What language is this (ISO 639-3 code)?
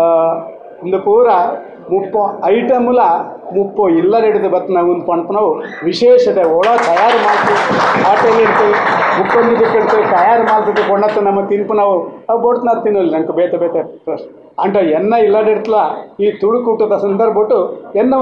tcy